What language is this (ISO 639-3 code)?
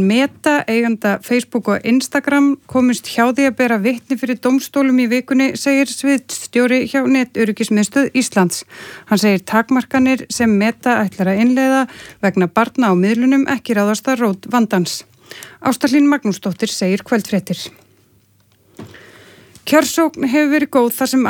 isl